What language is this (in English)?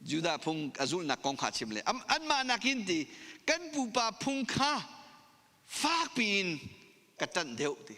Hakha Chin